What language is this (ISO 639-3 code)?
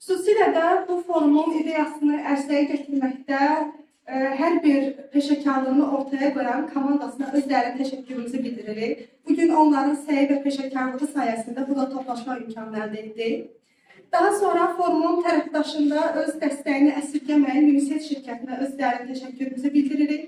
aze